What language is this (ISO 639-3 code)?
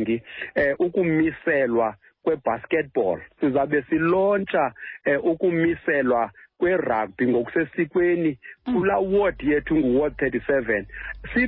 xho